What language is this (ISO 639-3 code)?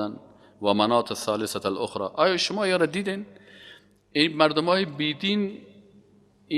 fas